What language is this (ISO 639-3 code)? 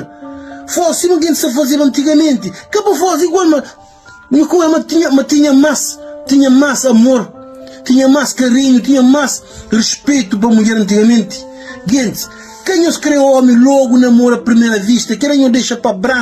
kea